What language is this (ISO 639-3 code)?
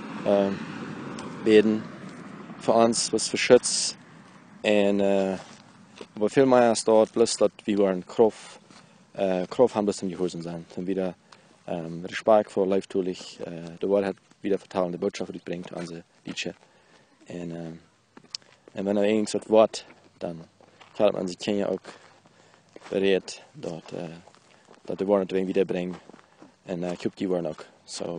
pdt